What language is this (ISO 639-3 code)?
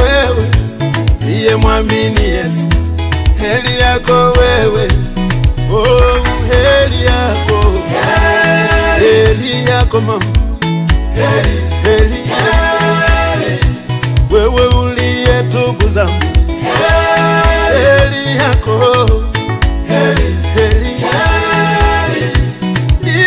swa